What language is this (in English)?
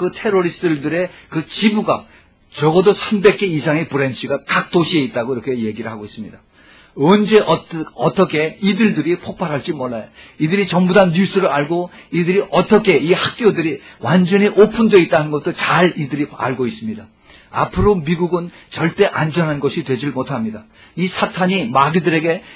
Korean